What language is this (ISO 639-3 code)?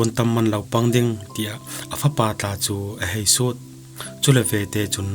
cfm